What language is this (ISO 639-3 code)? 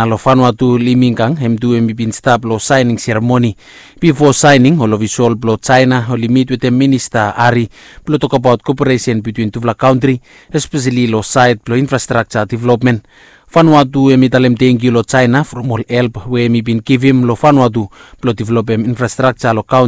bis